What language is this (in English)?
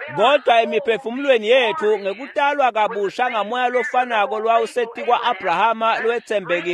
Swati